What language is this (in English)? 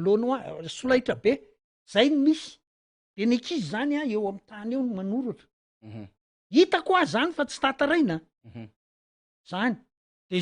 Malagasy